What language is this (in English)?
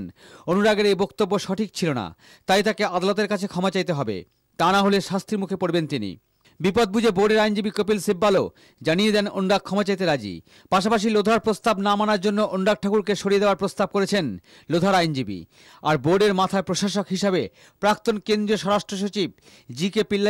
Bangla